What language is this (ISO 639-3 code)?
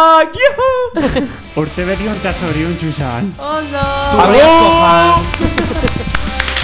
eus